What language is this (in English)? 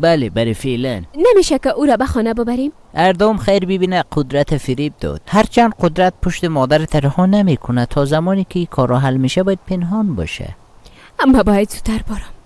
Persian